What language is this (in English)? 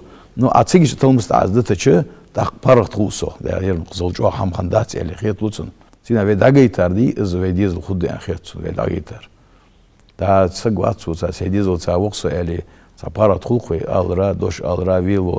Ingush